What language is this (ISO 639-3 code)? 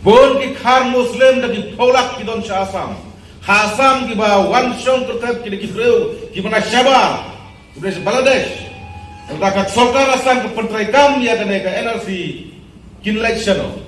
kha